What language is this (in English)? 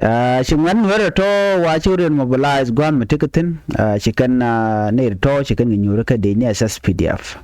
Nuer